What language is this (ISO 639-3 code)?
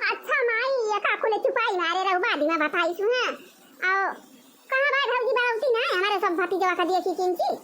awa